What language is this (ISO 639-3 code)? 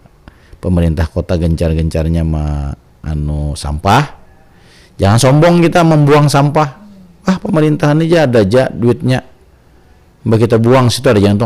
bjn